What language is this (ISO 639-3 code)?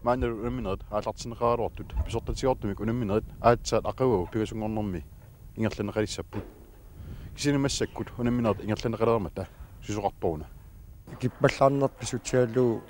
kal